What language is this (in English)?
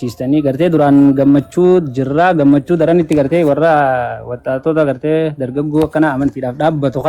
Oromo